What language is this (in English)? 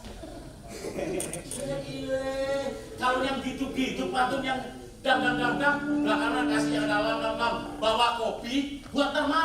Betawi